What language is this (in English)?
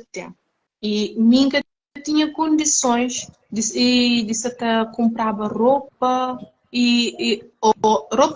Kabuverdianu